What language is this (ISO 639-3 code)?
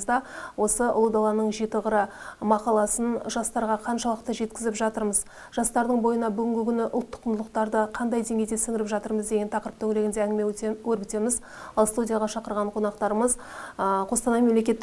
kaz